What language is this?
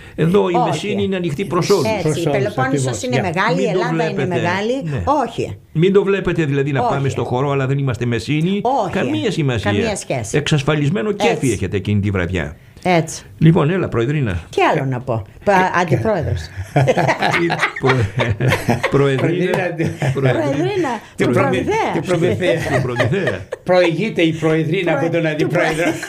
Greek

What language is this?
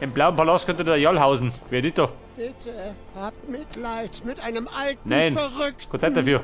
Bavarian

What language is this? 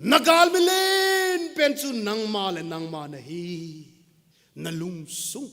Thado Chin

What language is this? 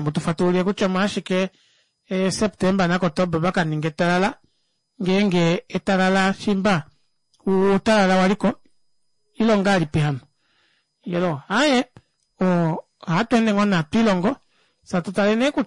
Kuanyama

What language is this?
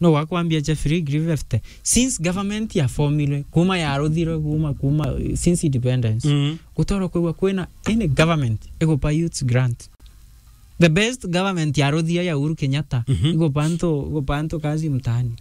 Meru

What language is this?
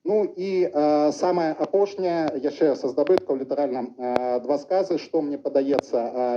Belarusian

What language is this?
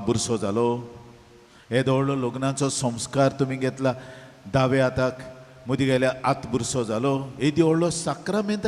Konkani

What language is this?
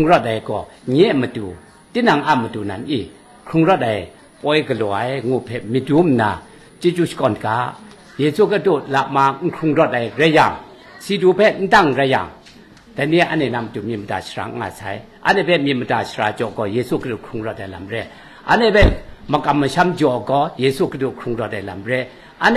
Kachin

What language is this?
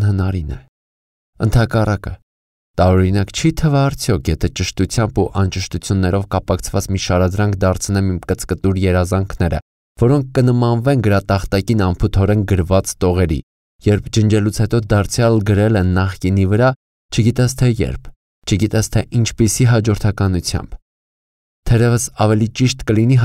Armenian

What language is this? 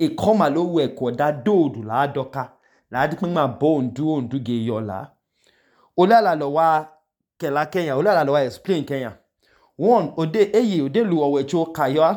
Idoma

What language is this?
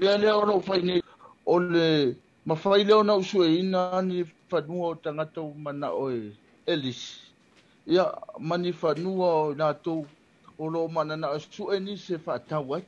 Samoan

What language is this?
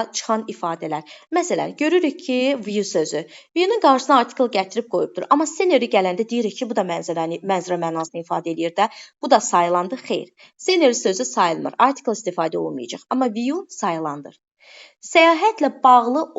Azerbaijani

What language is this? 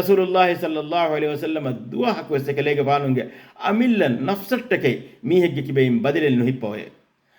Divehi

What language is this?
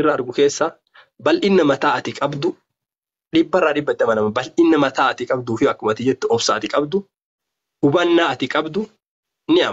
Oromo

